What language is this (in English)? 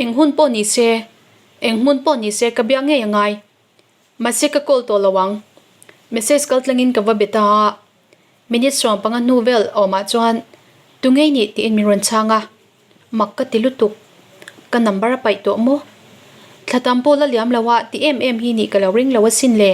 Mizo